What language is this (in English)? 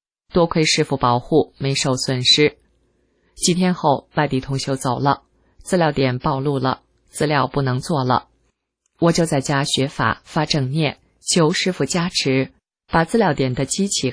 Chinese